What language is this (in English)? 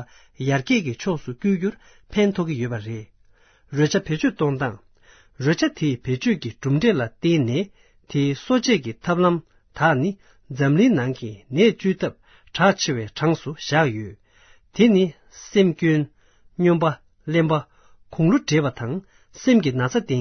Tibetan